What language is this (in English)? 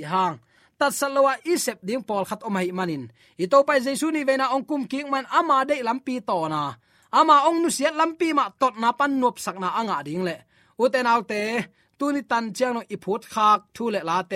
Tedim Chin